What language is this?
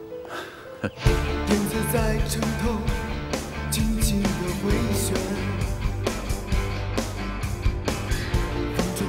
Chinese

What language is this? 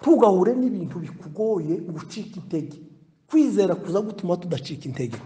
Kinyarwanda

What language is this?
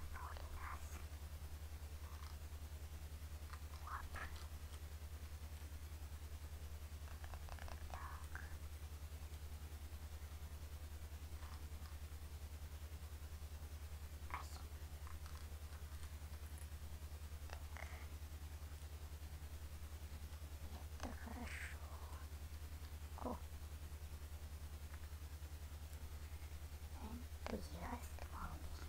Russian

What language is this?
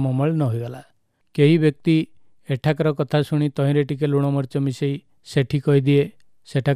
Odia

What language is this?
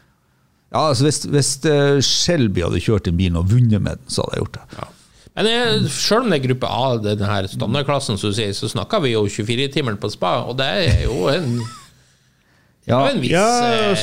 Norwegian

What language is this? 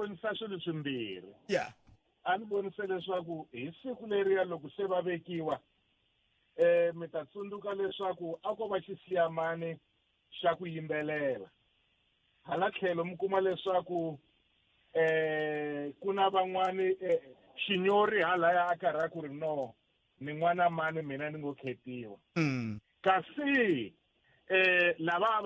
Tsonga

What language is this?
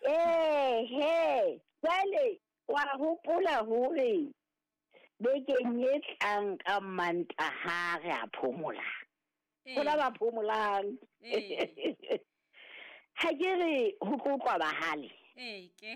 Southern Sotho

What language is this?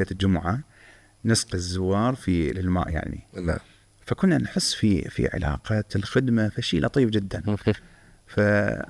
Mesopotamian Arabic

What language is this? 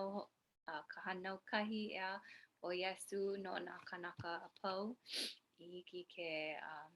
Hawaiian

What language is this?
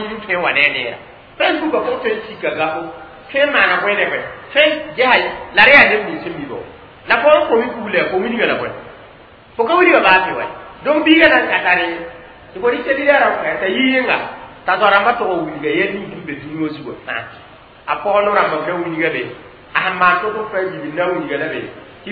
Mossi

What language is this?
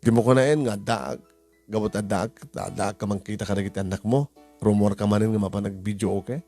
Iloko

